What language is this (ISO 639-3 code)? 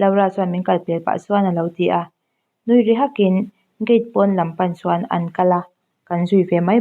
lus